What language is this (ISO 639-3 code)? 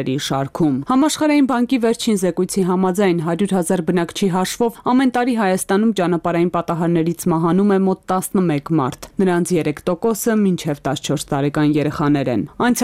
hye